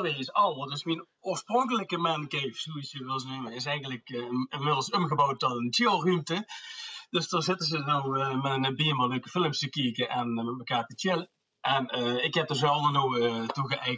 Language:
Limburgish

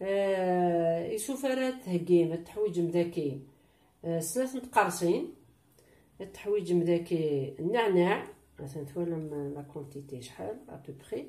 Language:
Kabyle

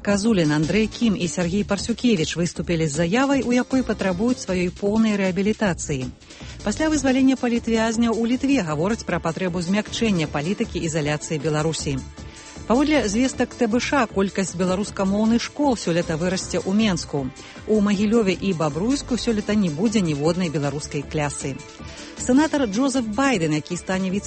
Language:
Belarusian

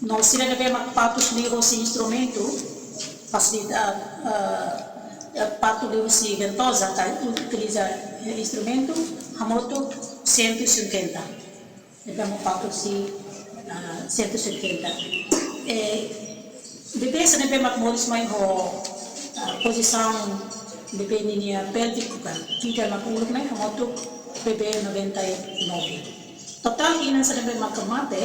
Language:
Tetum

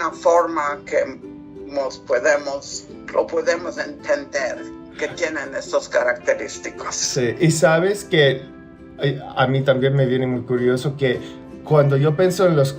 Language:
Ladino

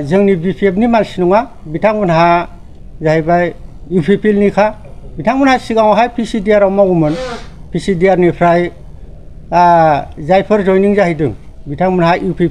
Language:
Bodo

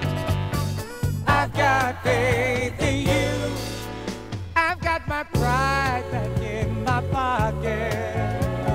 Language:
English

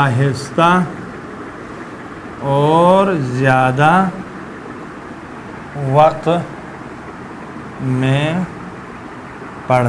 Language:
Urdu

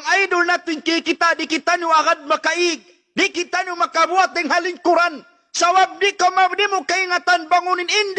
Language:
Tausug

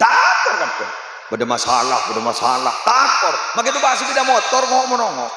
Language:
Madurese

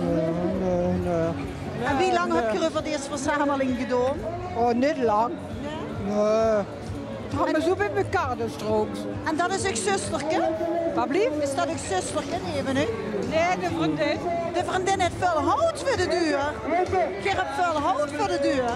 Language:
Limburgish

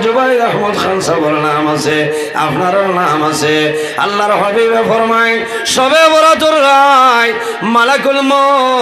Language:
Sylheti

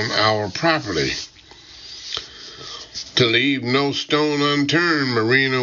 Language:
English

